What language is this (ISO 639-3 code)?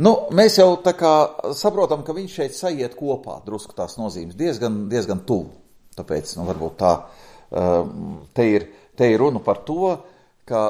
lav